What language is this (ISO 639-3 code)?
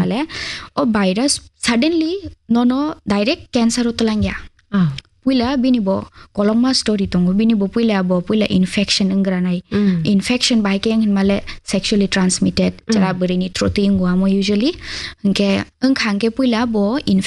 trp